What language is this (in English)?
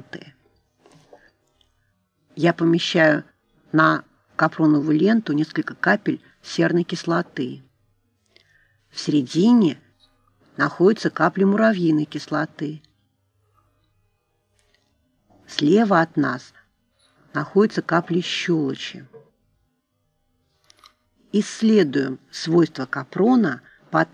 Russian